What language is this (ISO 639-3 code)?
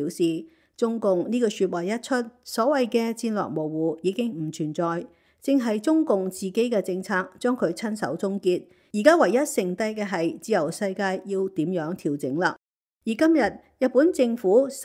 yue